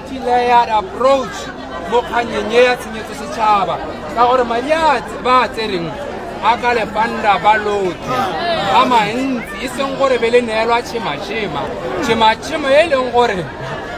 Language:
Tswana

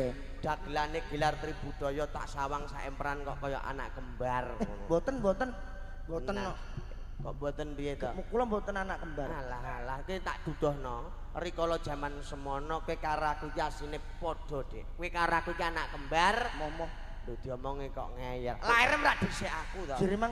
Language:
Javanese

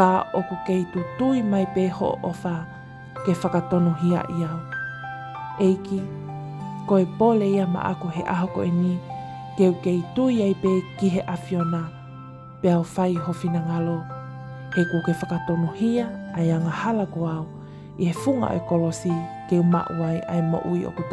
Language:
Tongan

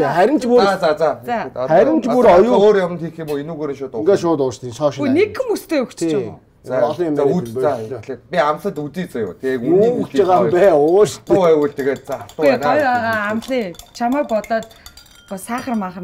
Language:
Mongolian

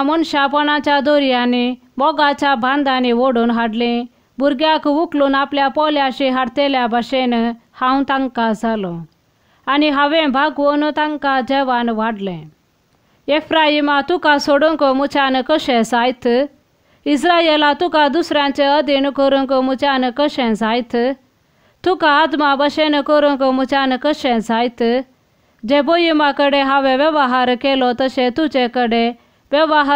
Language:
Konkani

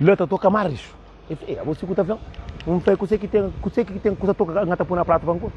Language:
Kabuverdianu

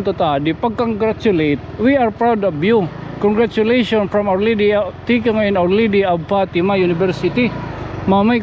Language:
Waray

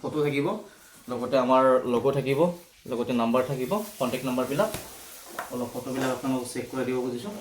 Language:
Assamese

